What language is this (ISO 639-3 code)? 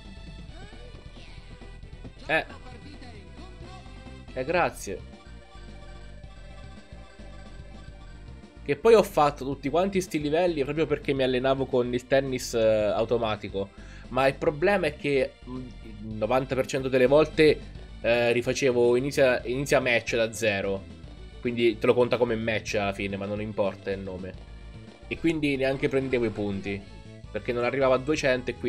ita